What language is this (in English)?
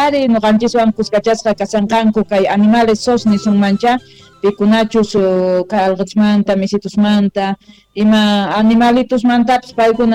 South Bolivian Quechua